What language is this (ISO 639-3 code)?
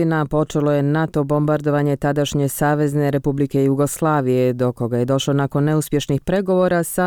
bos